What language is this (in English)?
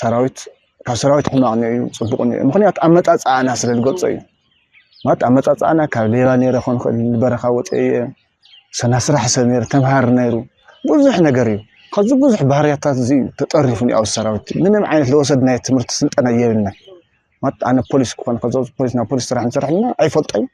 Tigrinya